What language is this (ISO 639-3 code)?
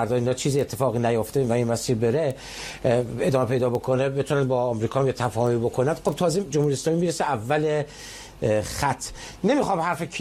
fas